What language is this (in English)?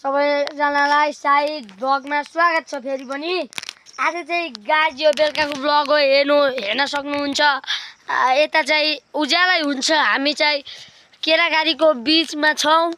Nepali